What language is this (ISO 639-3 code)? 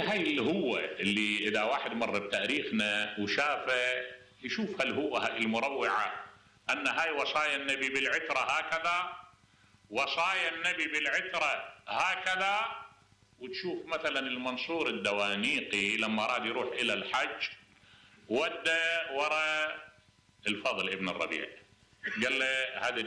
acm